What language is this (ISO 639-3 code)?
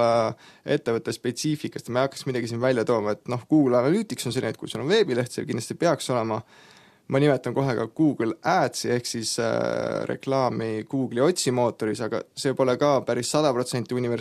est